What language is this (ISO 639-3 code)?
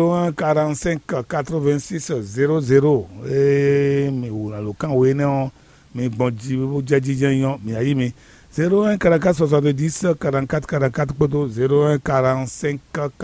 fon